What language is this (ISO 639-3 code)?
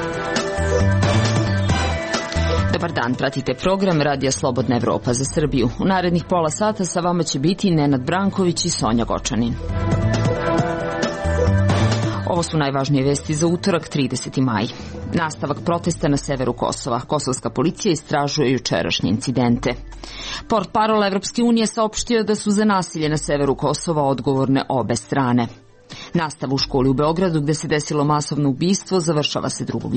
srp